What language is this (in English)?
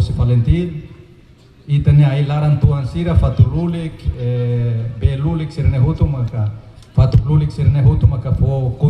Tetum